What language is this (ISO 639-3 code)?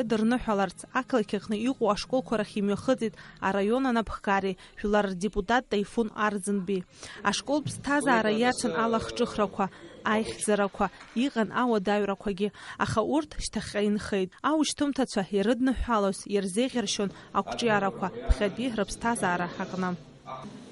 abk